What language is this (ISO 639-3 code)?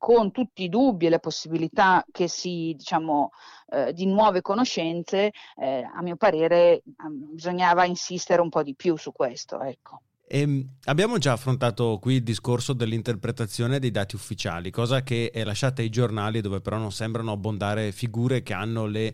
ita